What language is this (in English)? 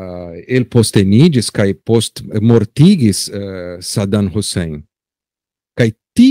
Esperanto